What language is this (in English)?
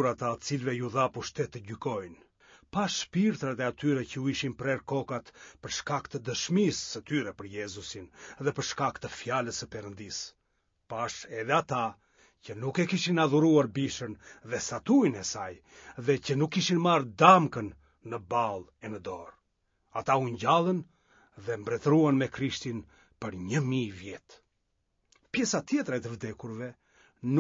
Albanian